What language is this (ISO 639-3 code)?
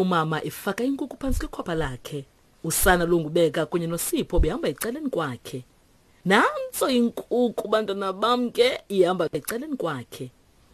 xho